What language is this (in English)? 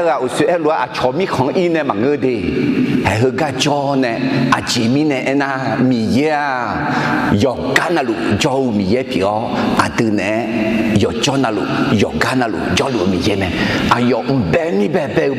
Akha